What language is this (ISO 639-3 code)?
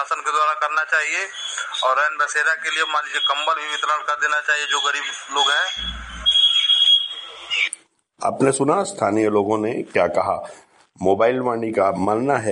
hin